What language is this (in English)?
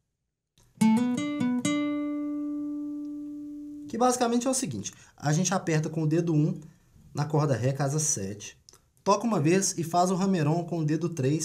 Portuguese